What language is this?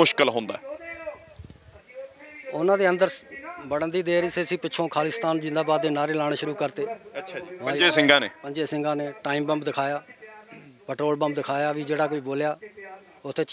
Punjabi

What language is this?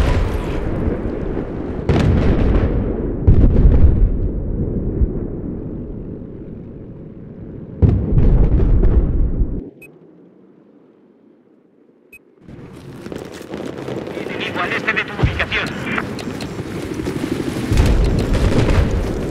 Spanish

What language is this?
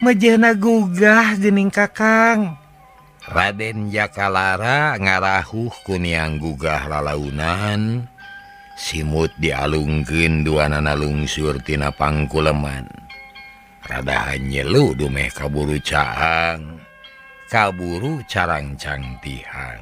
Sundanese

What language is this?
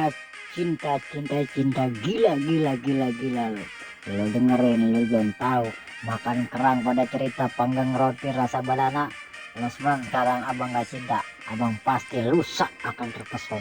Betawi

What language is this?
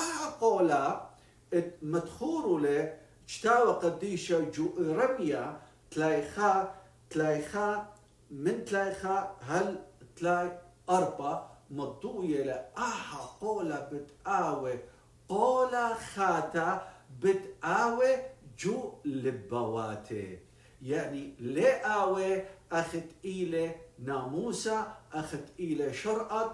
Assyrian Neo-Aramaic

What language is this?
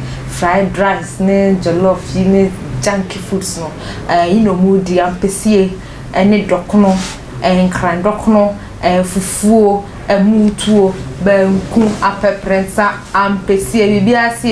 Akan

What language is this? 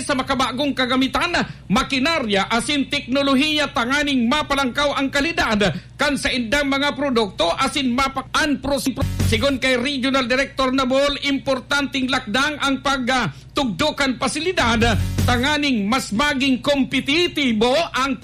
Bikol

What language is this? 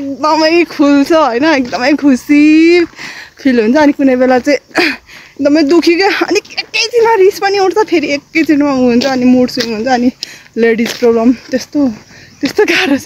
Nepali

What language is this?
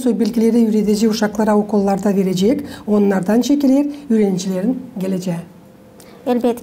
Gagauz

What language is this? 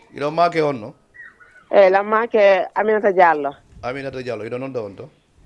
Fula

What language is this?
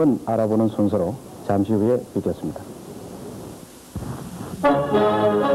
Korean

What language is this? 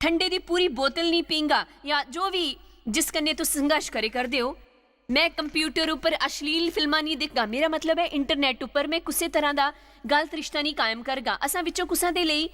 Dogri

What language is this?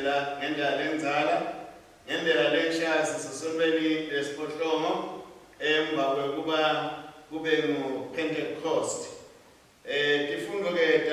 Swati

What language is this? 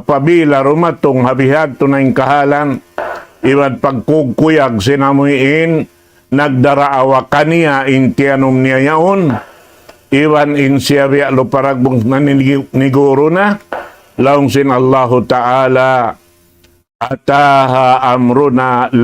Tausug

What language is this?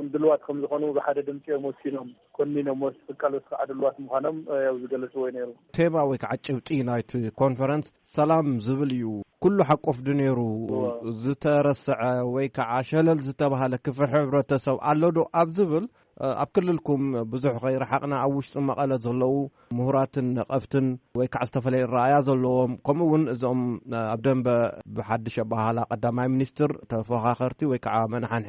Tigrinya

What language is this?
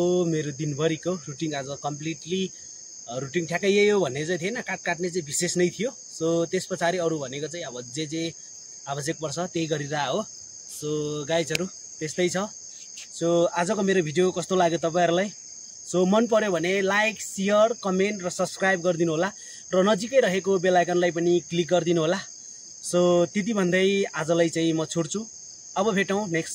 Nepali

